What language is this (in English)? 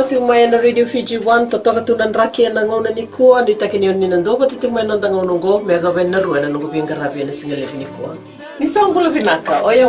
Fijian